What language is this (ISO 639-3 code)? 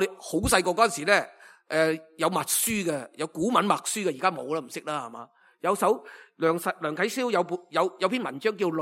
yue